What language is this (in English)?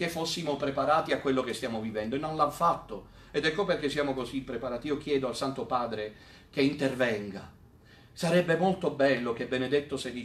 Italian